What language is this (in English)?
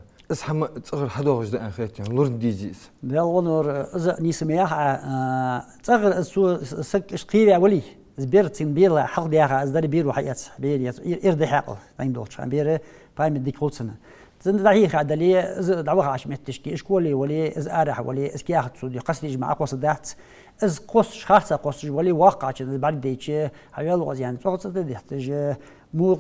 Ingush